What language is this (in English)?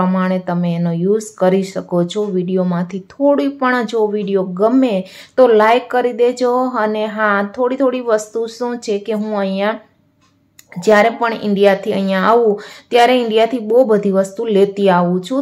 Gujarati